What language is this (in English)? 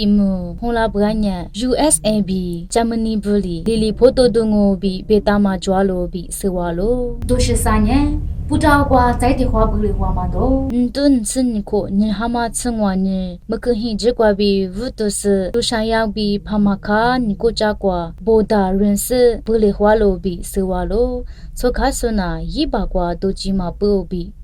Lisu